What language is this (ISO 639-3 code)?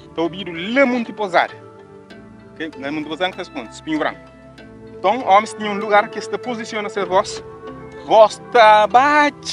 kea